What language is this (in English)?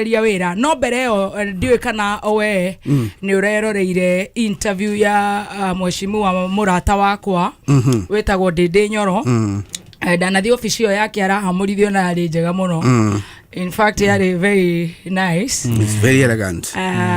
Kikuyu